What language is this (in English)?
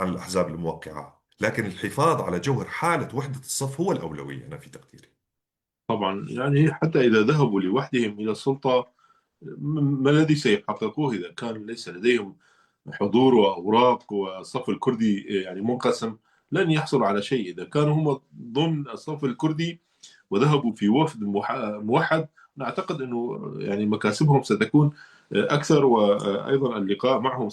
North Levantine Arabic